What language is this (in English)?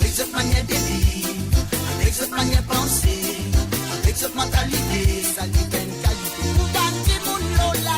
Morisyen